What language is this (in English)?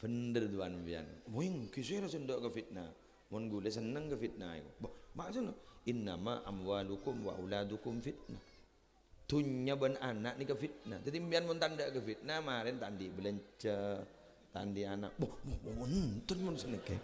Madurese